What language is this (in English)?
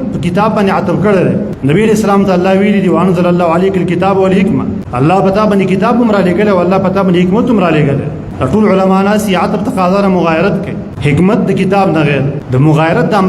Pashto